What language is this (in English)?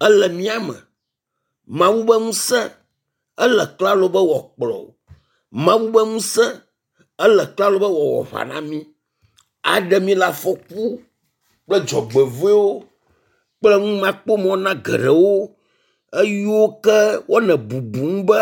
Ewe